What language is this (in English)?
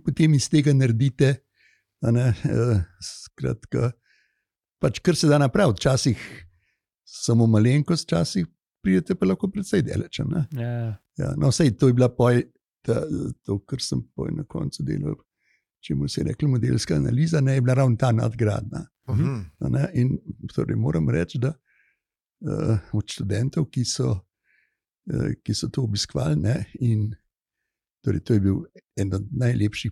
Slovenian